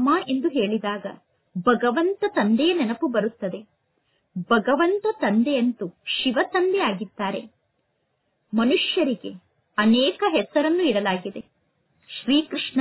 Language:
Kannada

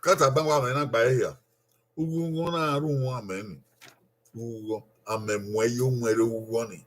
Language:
Bini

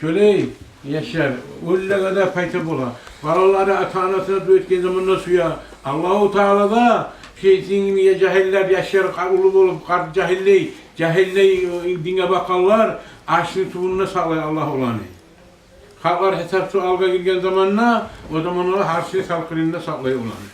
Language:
Kumyk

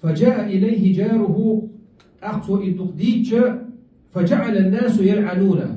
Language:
Chechen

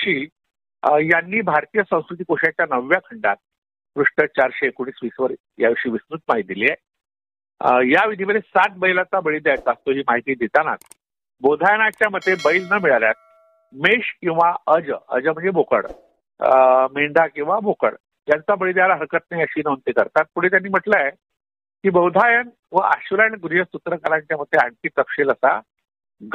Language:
Marathi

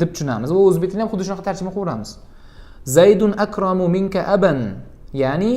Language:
Uzbek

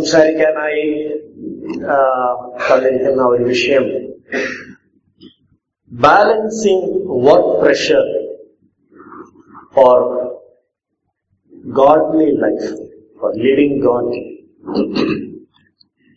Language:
Malayalam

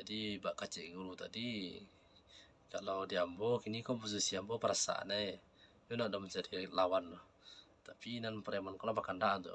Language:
Minangkabau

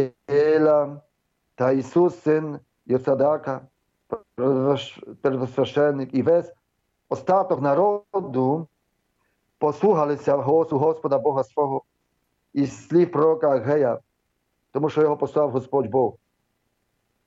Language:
Ukrainian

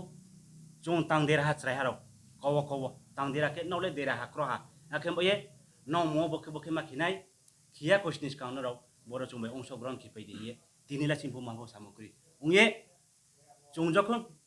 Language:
Riang (India)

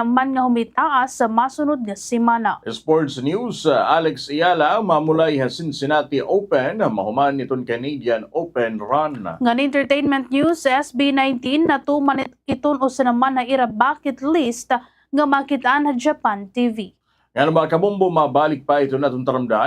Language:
Waray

